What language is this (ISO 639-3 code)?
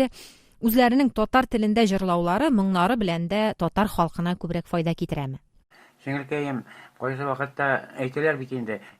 tat